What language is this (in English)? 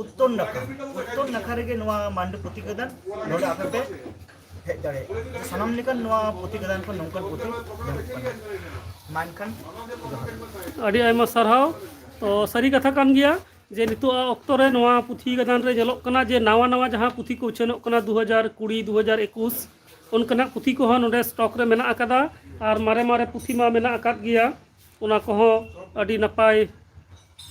Santali